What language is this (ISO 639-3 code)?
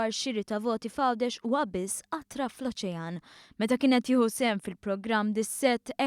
mlt